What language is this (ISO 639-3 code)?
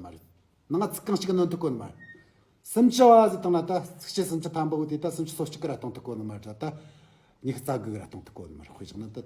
bod